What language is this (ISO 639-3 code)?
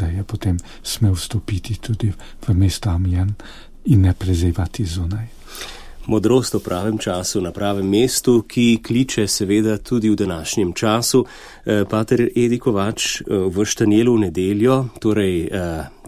slv